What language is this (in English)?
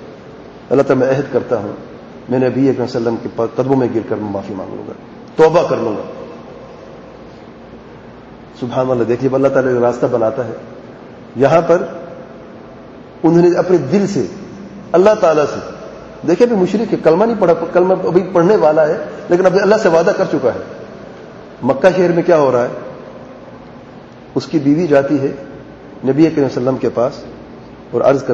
Urdu